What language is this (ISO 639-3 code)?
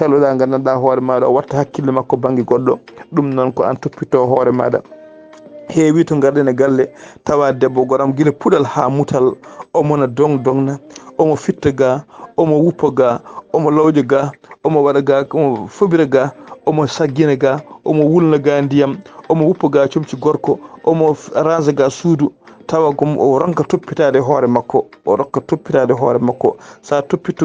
ful